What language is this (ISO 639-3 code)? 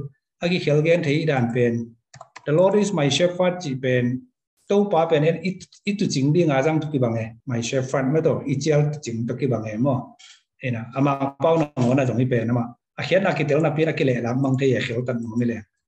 ctd